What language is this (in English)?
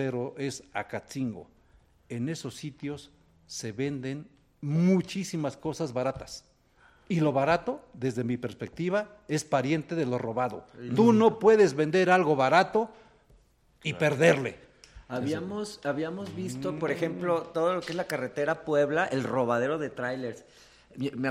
Spanish